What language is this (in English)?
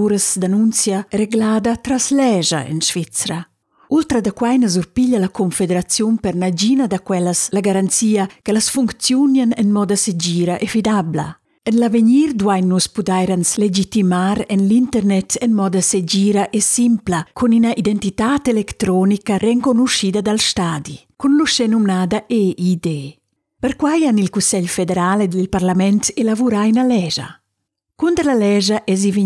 Romansh